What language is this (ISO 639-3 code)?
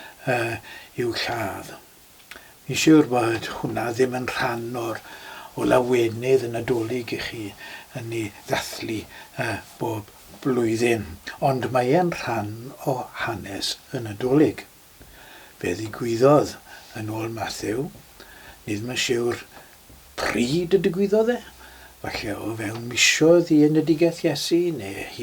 cym